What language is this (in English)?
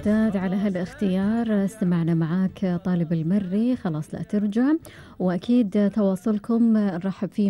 Gulf Arabic